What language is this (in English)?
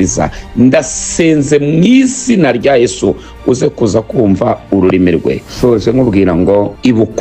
Kinyarwanda